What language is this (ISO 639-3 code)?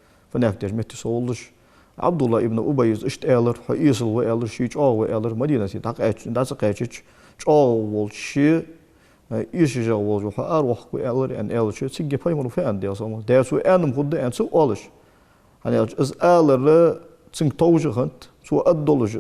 inh